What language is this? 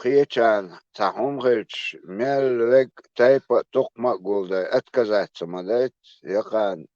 Chechen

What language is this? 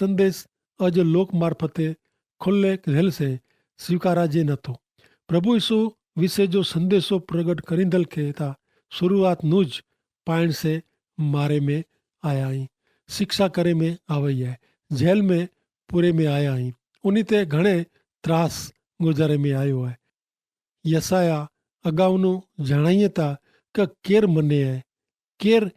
Kachhi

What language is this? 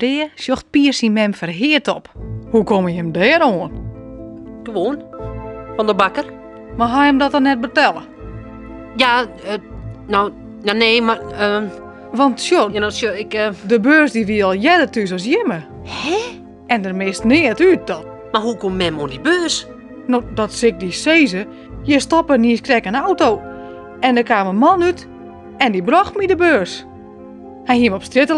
Western Frisian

